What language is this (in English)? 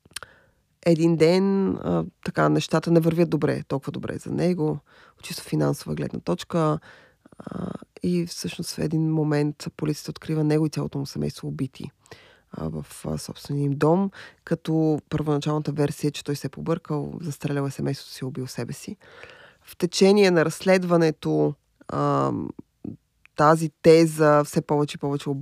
Bulgarian